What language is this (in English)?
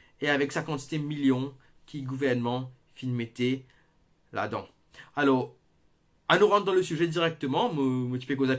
Morisyen